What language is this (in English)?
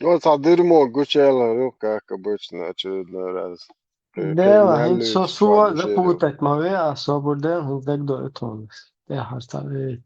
Chechen